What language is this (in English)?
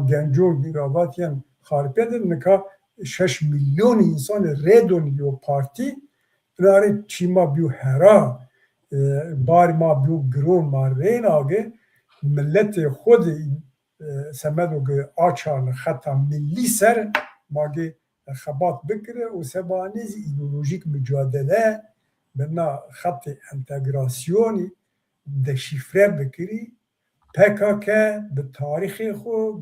Zaza